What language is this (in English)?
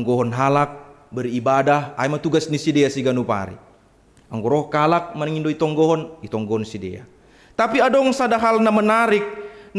Batak Simalungun